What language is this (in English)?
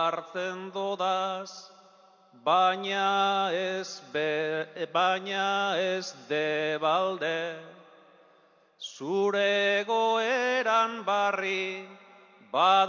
Basque